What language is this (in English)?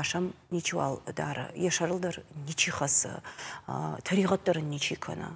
Ossetic